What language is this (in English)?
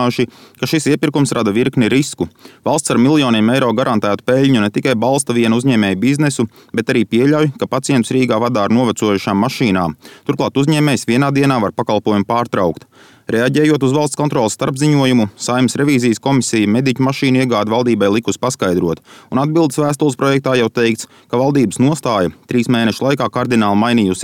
Latvian